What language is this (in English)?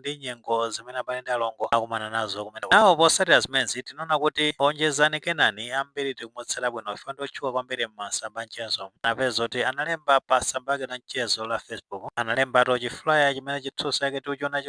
Nyanja